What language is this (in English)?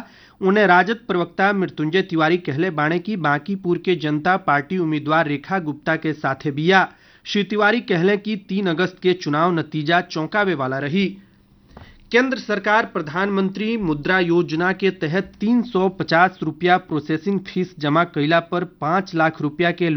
Bhojpuri